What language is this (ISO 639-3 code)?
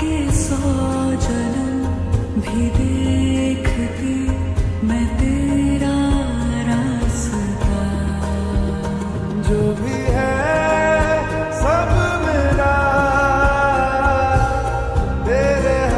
hin